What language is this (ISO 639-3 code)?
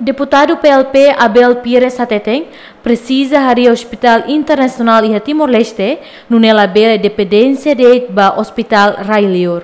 tet